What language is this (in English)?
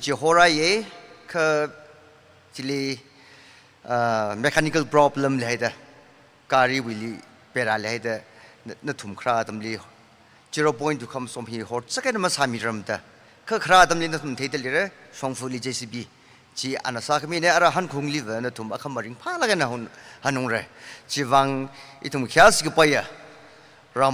Tangkhul Naga (India)